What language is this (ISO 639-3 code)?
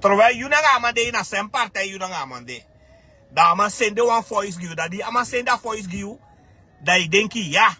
srn